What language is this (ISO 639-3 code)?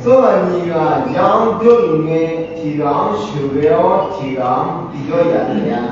ahk